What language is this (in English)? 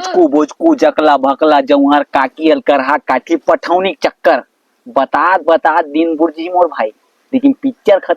Chhattisgarhi